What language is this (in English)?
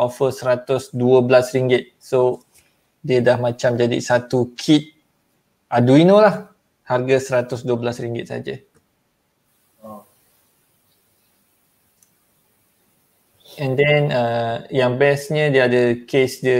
Malay